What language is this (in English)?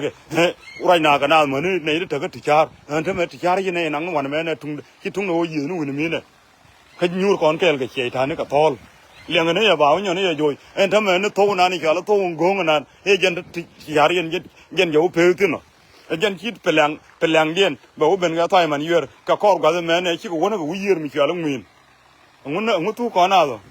Nuer